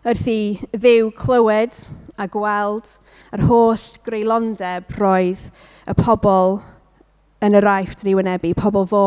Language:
Welsh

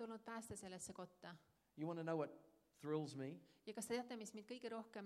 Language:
Estonian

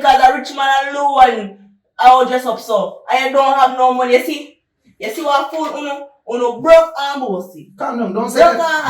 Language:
Jamaican Creole English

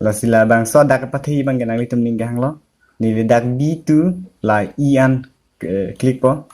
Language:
Karbi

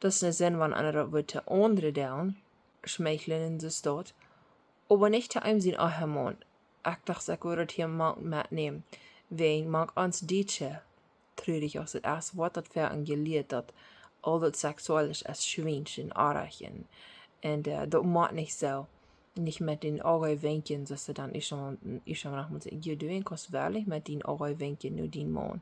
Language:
Plautdietsch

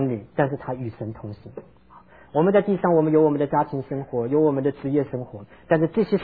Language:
Chinese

